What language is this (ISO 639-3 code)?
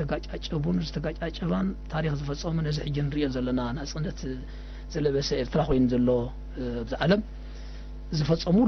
tir